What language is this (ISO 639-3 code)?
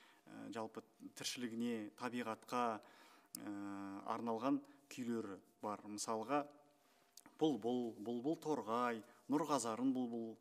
kaz